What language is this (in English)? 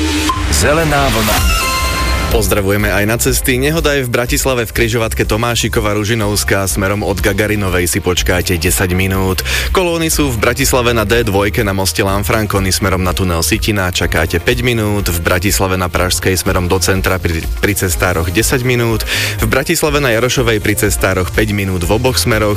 Slovak